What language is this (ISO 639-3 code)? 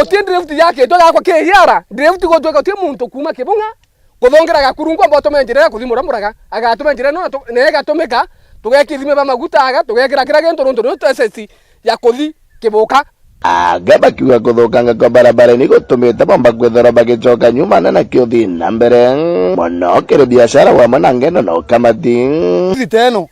mer